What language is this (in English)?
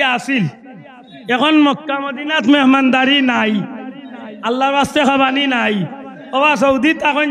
Sylheti